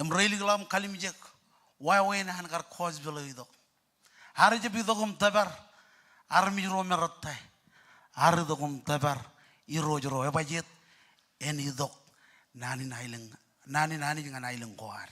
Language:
Marshallese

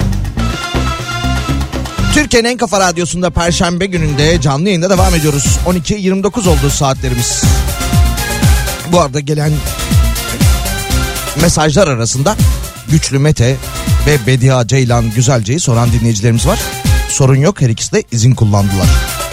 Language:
Turkish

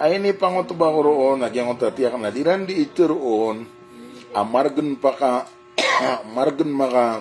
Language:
Maranao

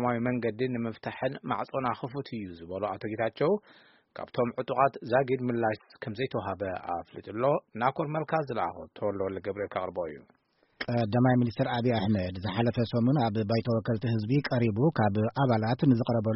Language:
Tigrinya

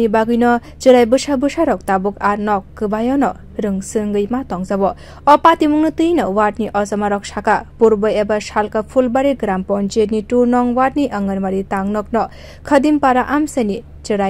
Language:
Kok Borok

